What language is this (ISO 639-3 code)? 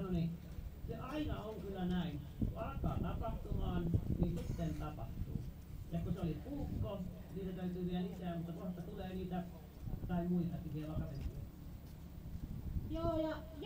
fin